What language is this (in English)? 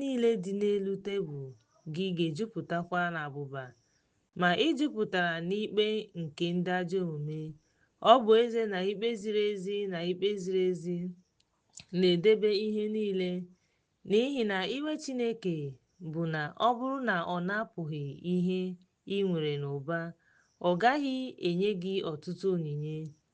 Igbo